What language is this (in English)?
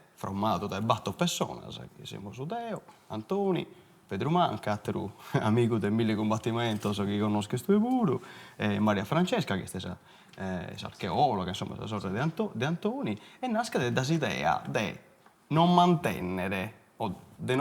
Sardinian